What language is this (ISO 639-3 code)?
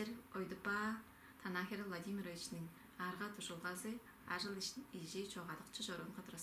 tyv